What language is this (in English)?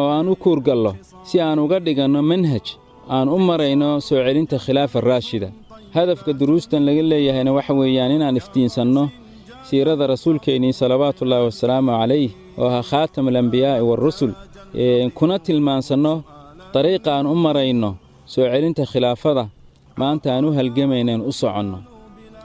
Somali